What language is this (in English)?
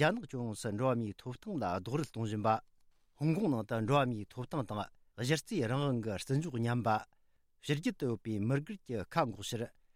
Tibetan